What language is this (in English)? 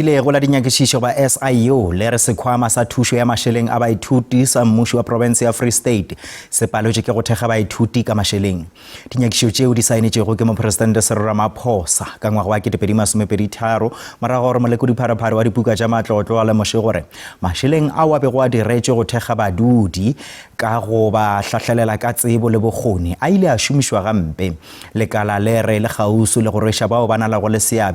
Northern Sotho